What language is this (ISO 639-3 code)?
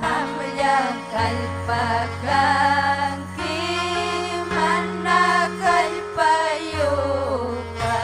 quy